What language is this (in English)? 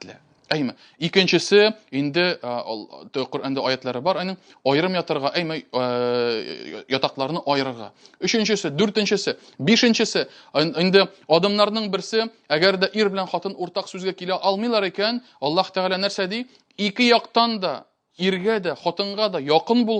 Tatar